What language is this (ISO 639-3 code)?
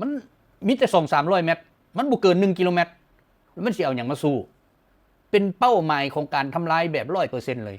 lao